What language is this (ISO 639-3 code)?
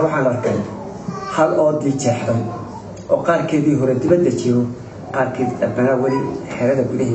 som